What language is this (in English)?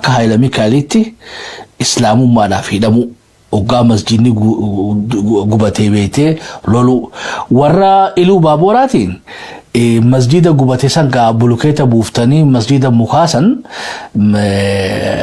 Oromo